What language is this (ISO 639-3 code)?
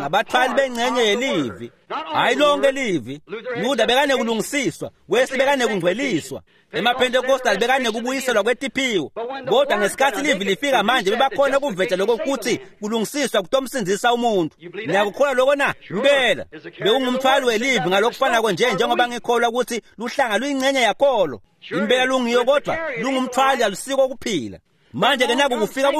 ssw